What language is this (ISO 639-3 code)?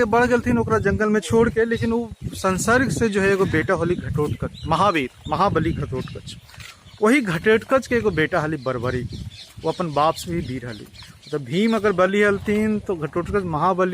mag